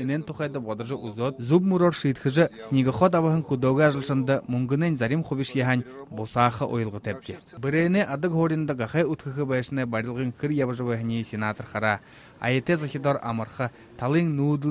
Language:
Buriat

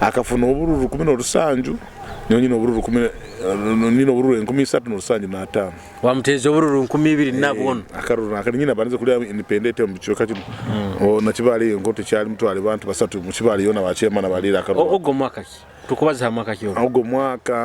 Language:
Nyoro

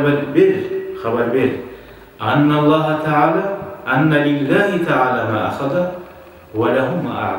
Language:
Kumyk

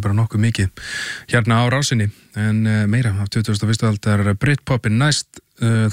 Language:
Icelandic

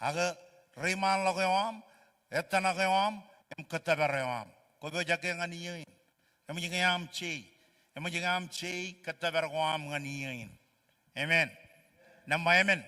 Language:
Marshallese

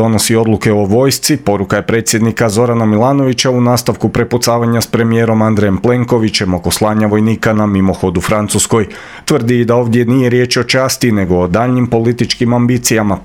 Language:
Croatian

